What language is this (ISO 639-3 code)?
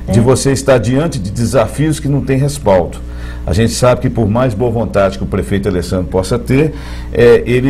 por